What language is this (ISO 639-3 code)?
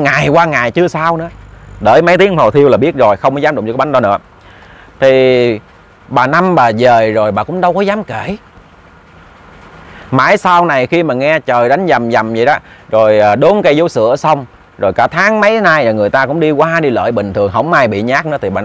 vie